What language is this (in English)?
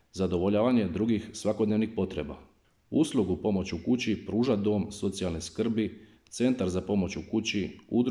Croatian